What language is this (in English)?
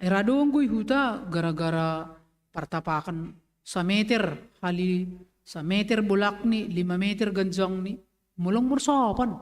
Batak Simalungun